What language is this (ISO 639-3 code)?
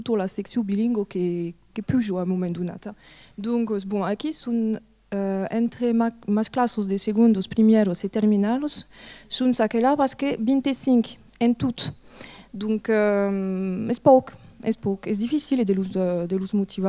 oci